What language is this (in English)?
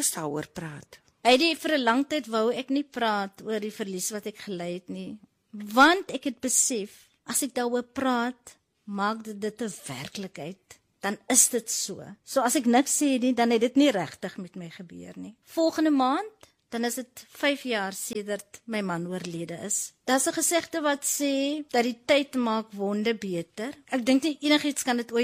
Afrikaans